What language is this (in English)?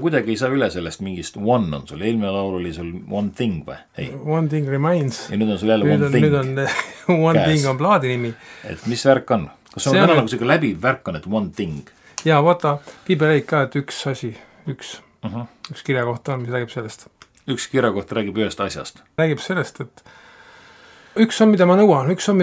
Estonian